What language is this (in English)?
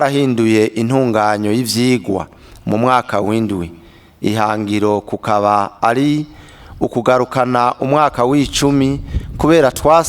Rundi